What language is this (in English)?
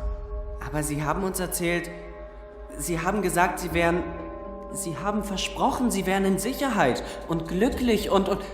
Swiss German